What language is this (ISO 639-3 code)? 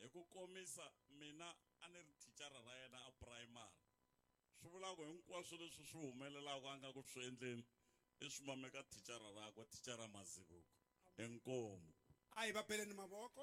tso